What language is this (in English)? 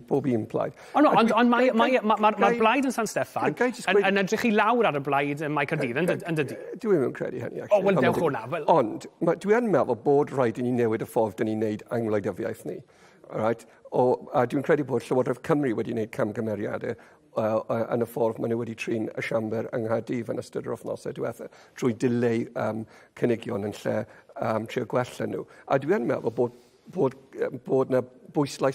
Welsh